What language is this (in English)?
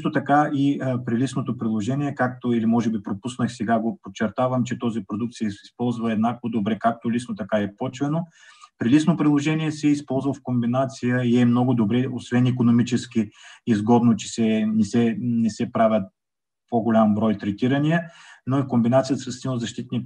Bulgarian